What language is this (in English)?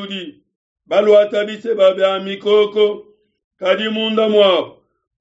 Luba-Lulua